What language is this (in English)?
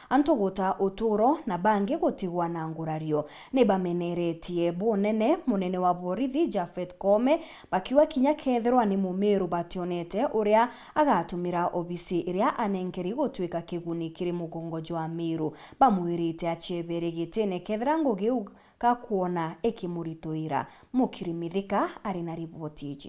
Meru